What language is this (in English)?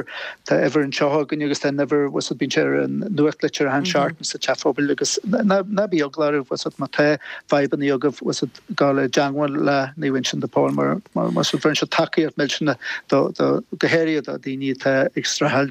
Irish